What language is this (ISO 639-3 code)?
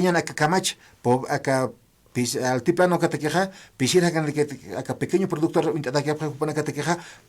aym